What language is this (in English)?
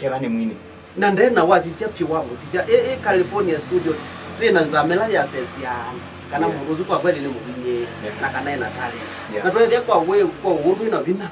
Kamba